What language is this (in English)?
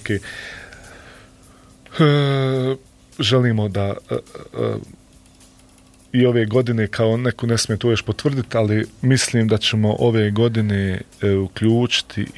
Bosnian